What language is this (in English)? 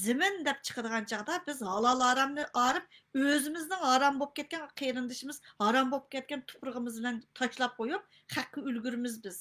Uyghur